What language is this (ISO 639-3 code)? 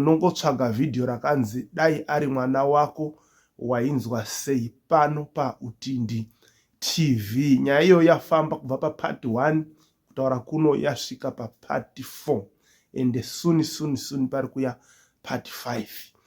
sna